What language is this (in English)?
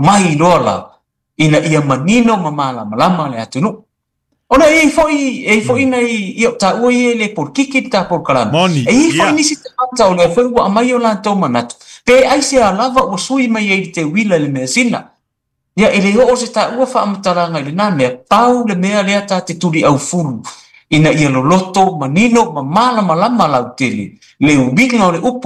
Samoan